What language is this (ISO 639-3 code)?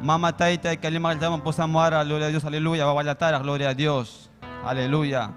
quy